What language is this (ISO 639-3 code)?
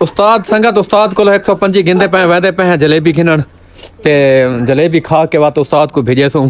skr